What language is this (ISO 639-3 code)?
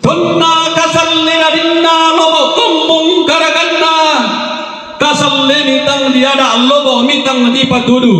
sda